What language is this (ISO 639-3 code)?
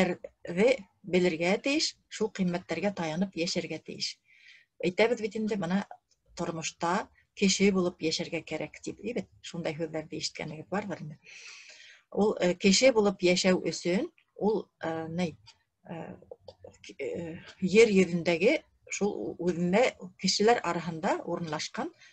bak